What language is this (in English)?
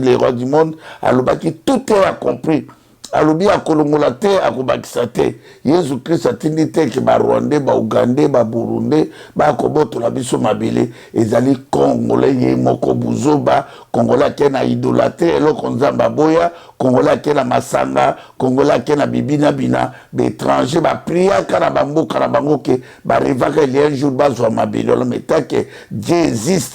Lingala